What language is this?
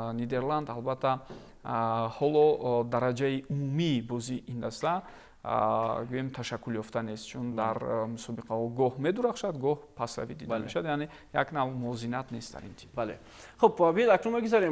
Tajik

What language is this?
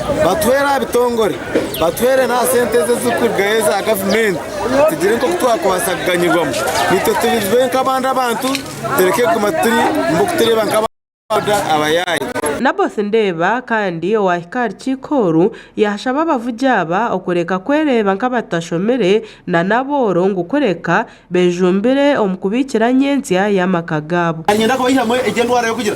Nyankole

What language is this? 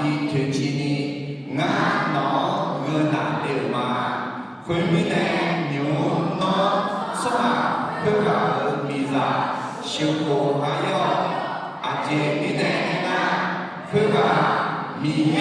Akha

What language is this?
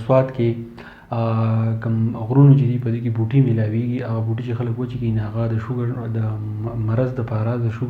Pashto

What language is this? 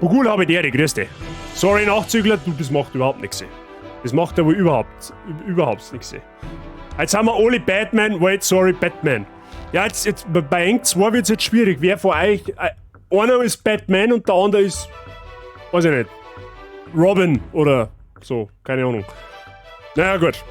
Bavarian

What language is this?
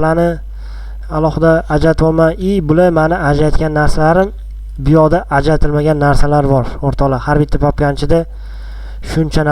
Uzbek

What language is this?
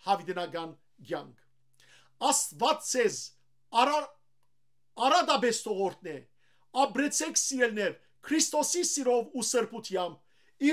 Western Armenian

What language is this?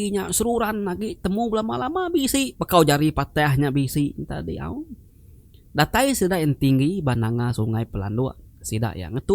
Iban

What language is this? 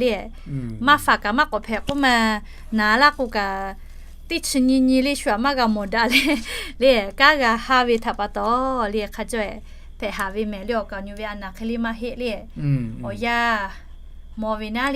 Lahu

